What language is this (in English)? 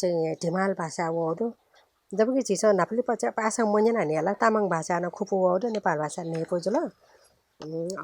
Newari